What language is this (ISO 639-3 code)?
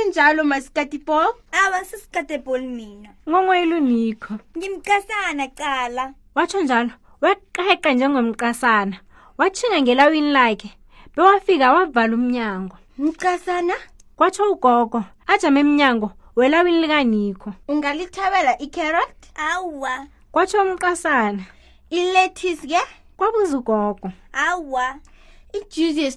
nbl